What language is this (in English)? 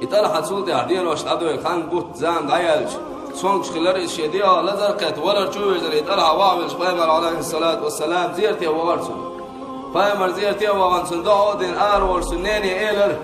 Chechen